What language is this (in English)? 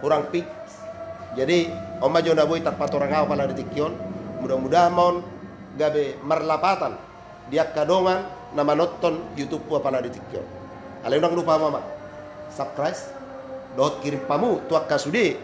Batak Toba